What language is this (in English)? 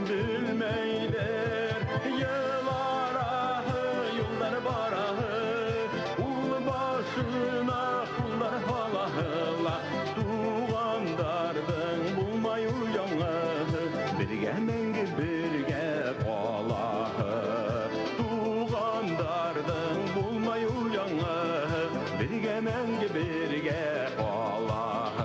Bashkir